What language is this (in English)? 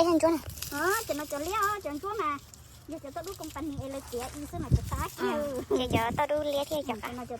Hmong